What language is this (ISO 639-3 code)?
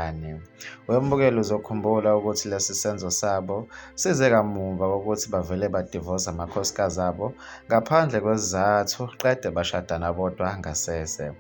zul